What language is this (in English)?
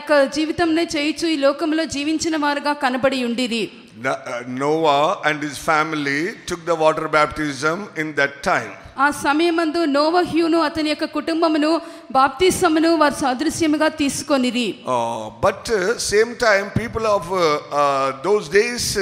Telugu